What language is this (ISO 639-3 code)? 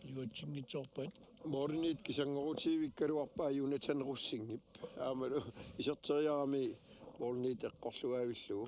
kal